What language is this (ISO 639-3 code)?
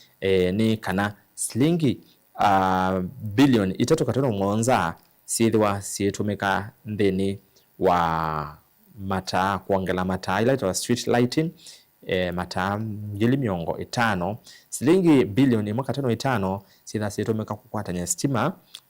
kam